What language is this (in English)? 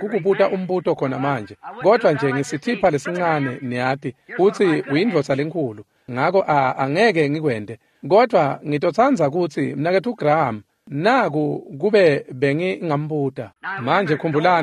Swati